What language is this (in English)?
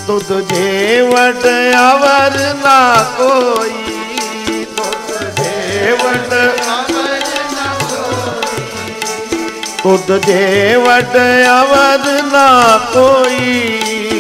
Punjabi